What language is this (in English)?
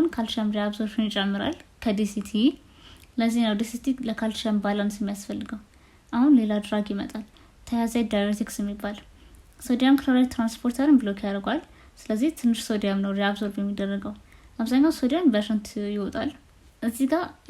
Amharic